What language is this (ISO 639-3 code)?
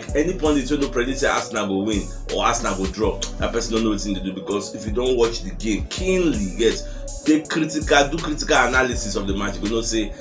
pcm